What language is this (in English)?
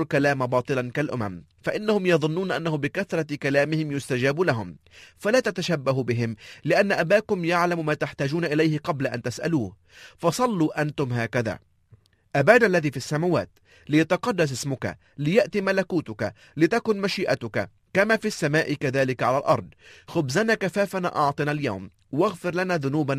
Arabic